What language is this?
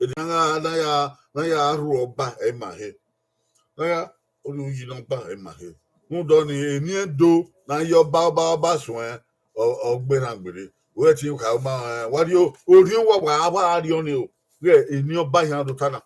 Bini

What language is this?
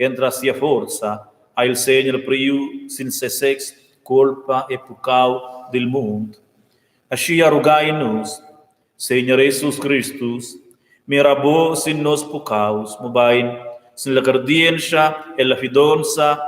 Romansh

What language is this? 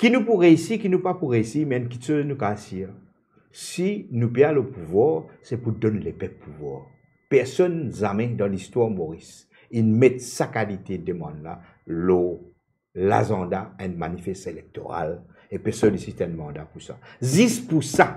Morisyen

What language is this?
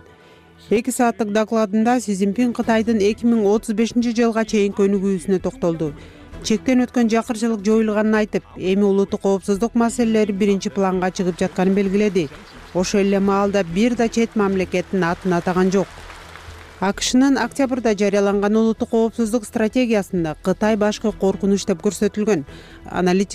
Kyrgyz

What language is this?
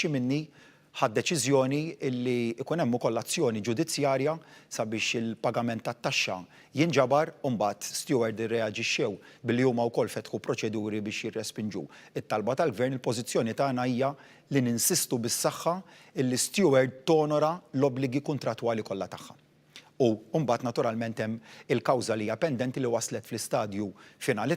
Maltese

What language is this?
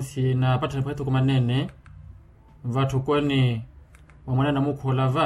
Makhuwa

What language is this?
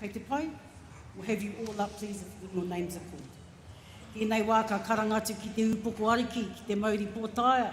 Māori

